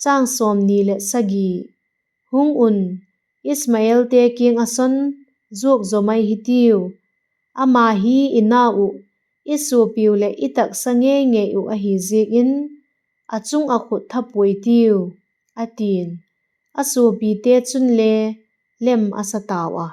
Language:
Vaiphei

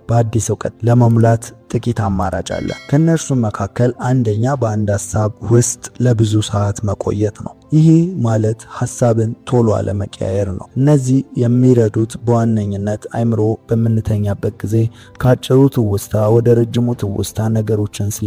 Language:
Amharic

